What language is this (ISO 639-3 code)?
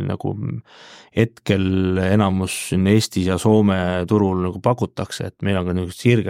est